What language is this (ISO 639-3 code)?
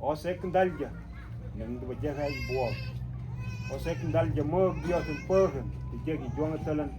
mfz